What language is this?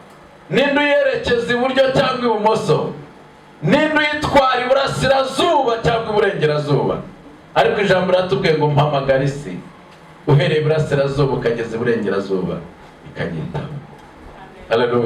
Kinyarwanda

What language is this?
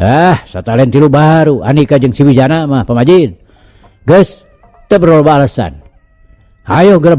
Sundanese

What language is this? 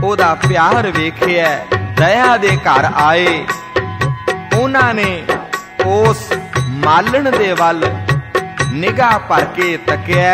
Punjabi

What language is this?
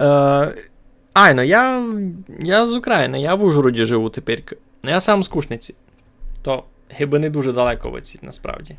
Rusyn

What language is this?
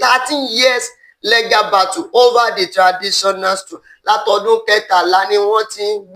Yoruba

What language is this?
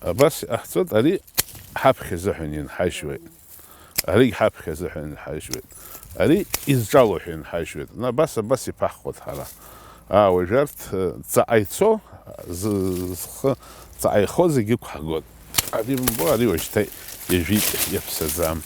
Abkhazian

